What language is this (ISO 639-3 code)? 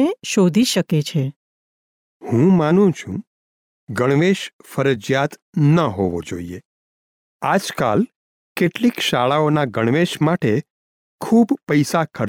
guj